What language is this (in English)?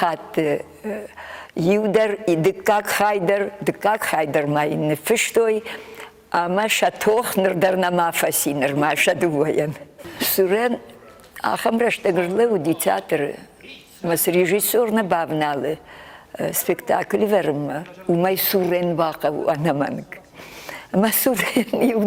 Ossetic